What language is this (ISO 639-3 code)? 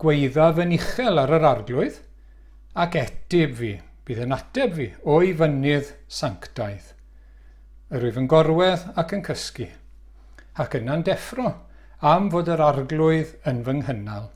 cym